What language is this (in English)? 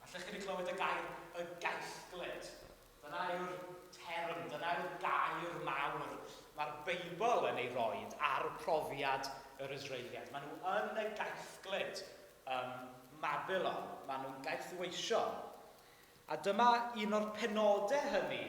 Welsh